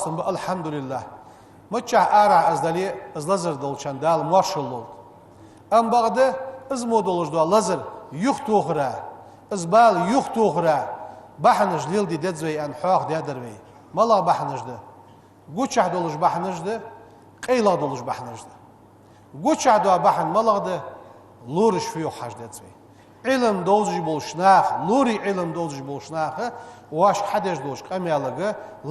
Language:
Ingush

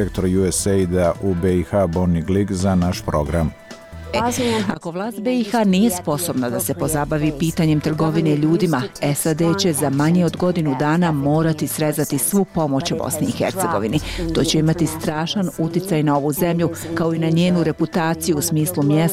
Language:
Bosnian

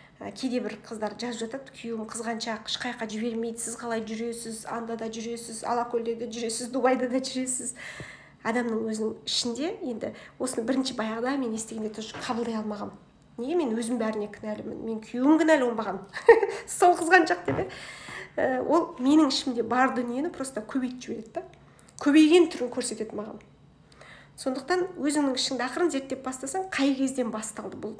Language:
Kazakh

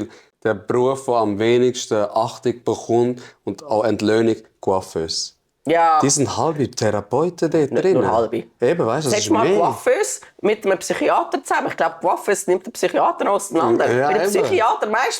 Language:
Swiss German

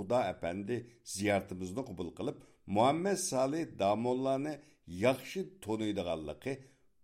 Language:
Uyghur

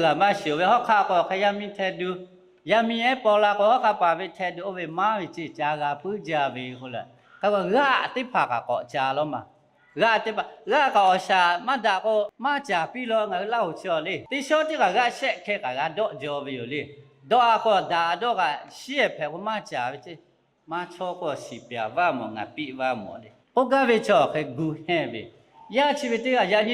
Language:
Lahu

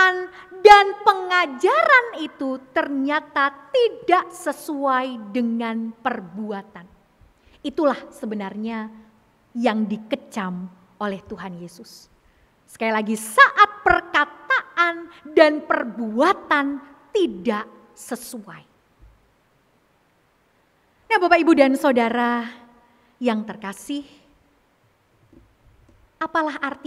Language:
Indonesian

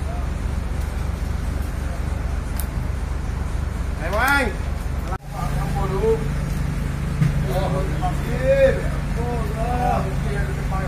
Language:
Malay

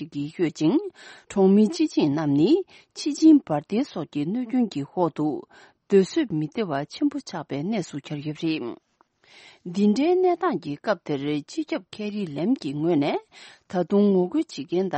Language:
Tibetan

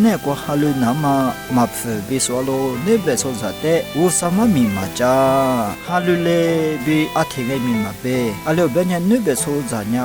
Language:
Lisu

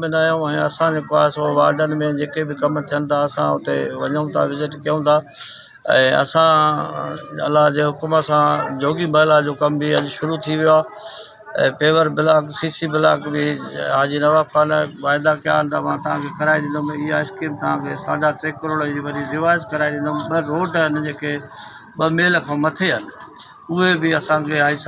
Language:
Sindhi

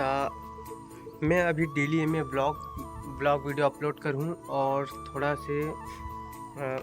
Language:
Chhattisgarhi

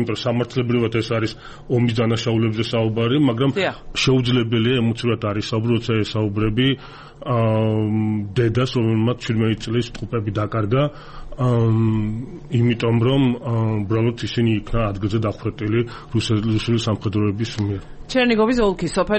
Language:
Georgian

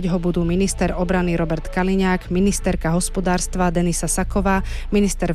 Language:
Slovak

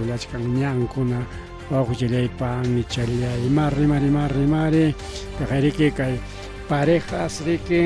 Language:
Ayacucho Quechua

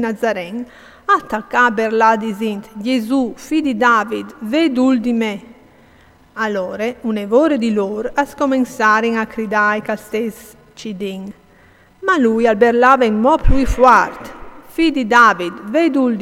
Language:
Friulian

